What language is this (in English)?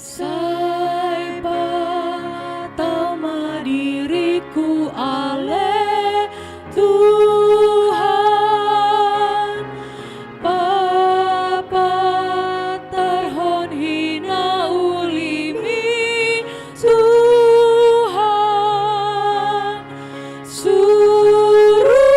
Batak Toba